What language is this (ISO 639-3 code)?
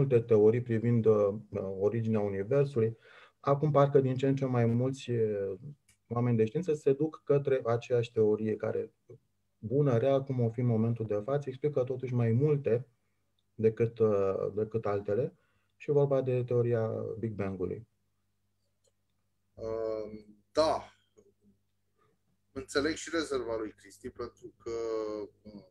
ron